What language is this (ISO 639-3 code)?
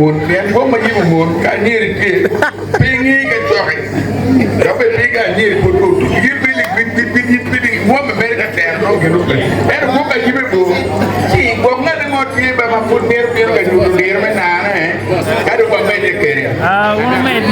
ach